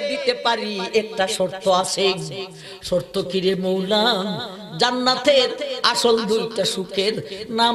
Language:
Bangla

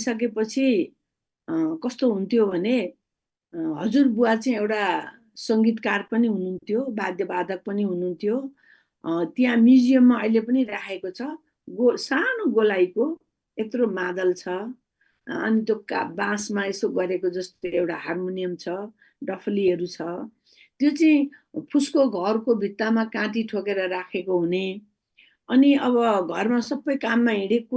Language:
Nepali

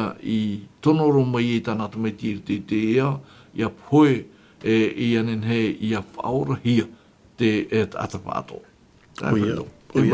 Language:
Tahitian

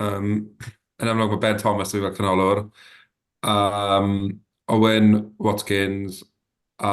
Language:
Welsh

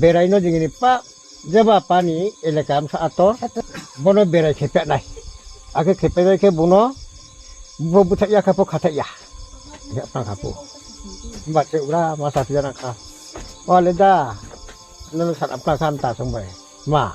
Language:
Riang (India)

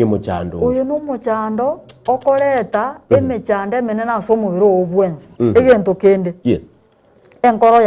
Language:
Gusii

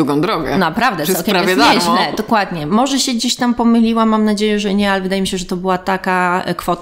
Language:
Polish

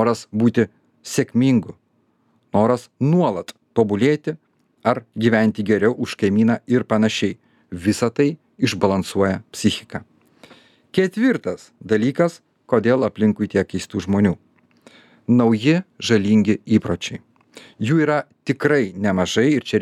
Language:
Lithuanian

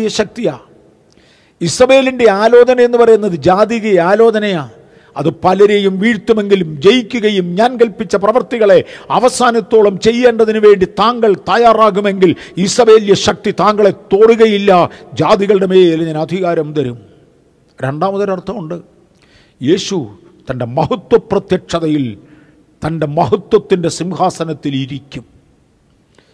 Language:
Malayalam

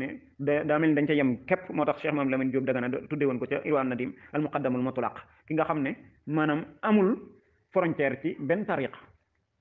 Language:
Wolof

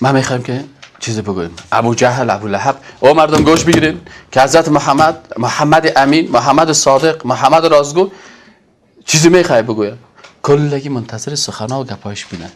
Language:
Persian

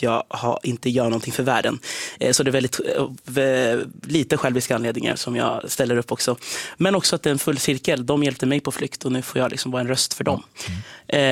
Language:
Swedish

